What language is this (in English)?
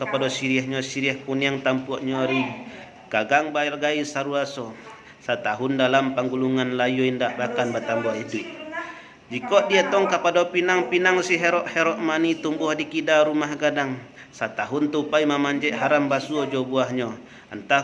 Minangkabau